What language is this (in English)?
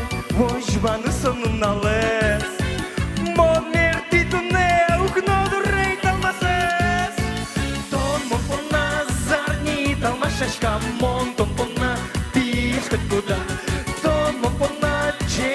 Udmurt